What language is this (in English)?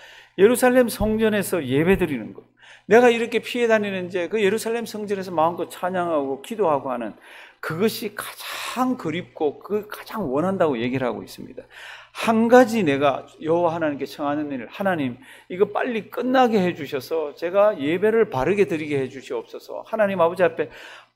Korean